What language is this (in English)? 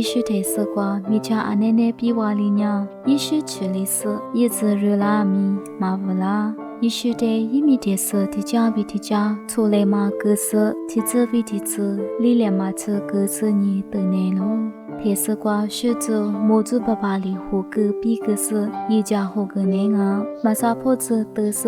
Lisu